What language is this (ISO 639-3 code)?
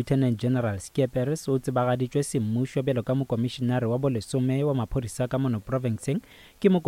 nso